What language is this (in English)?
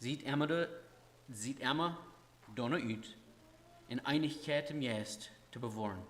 Plautdietsch